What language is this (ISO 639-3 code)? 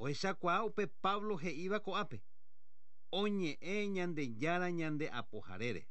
grn